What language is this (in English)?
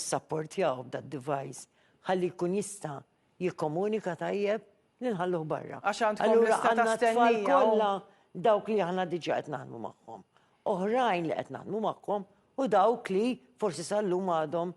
Maltese